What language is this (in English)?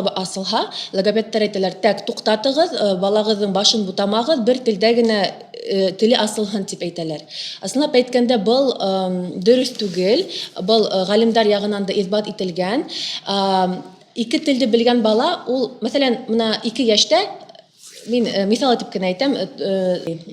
Bashkir